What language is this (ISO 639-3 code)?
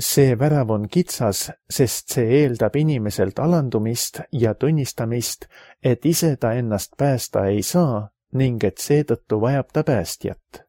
est